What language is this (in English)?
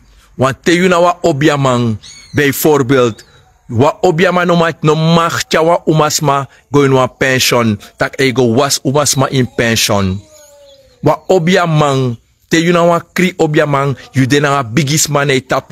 Sranan Tongo